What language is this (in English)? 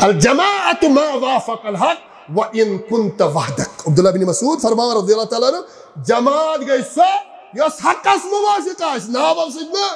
Kashmiri